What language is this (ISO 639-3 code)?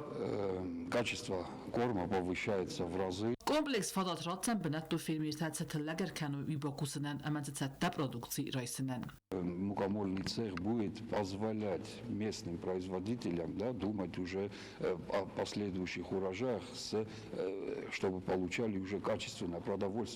oss